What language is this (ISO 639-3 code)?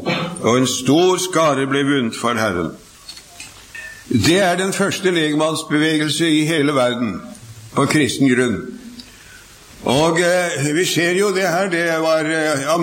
nor